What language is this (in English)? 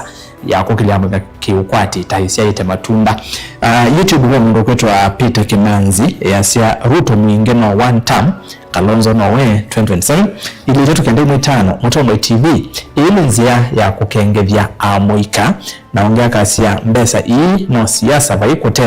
Kamba